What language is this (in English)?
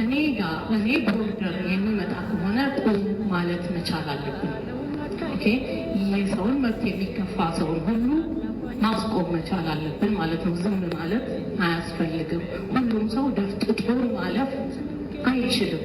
Amharic